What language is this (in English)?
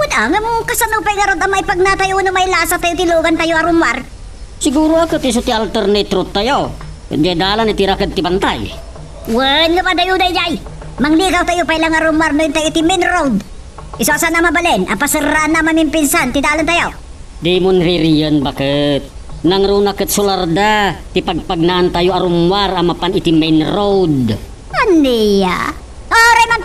Iloko